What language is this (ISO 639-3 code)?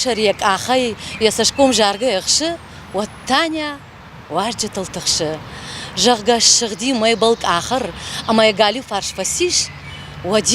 oss